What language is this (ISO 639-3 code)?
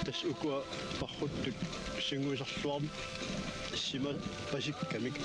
kal